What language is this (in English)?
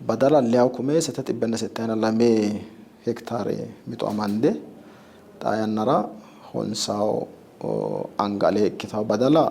Sidamo